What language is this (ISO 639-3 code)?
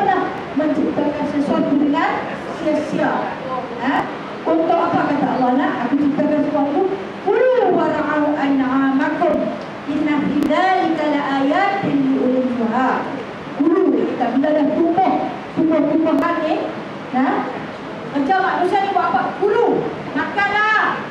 msa